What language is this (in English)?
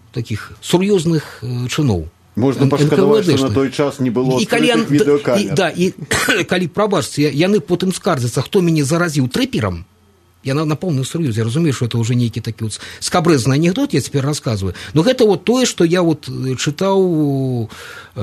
Belarusian